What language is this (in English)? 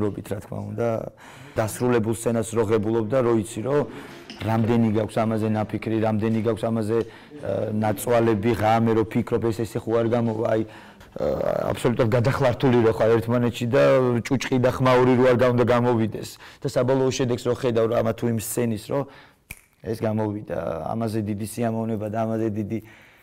Georgian